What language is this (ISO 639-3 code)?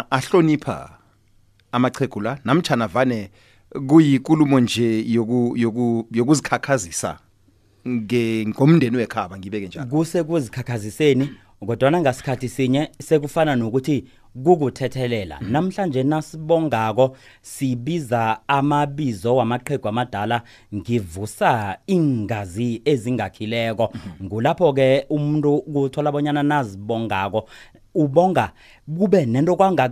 nbl